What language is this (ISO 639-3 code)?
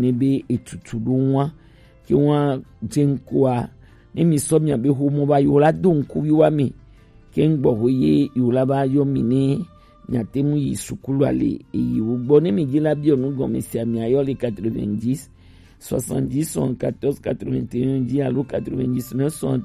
gej